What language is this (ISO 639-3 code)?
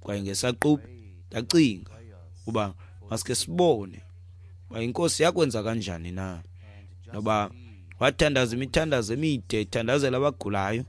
xho